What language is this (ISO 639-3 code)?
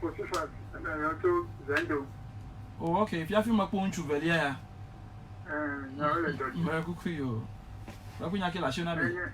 ewe